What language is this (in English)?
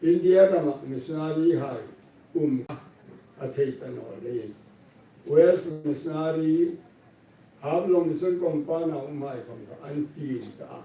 Hmar